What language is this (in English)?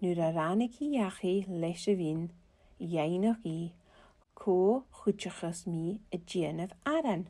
Scottish Gaelic